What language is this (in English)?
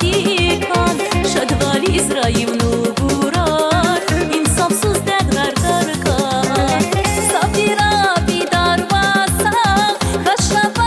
Tabassaran